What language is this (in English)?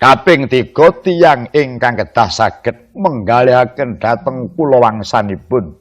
Javanese